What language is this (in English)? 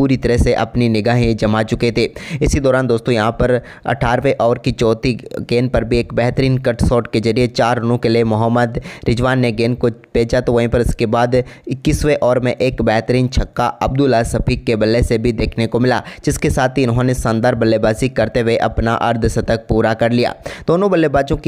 Hindi